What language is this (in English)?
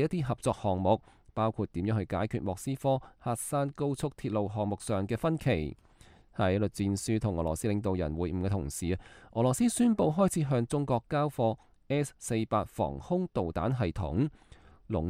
Cantonese